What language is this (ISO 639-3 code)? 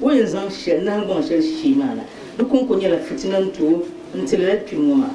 dag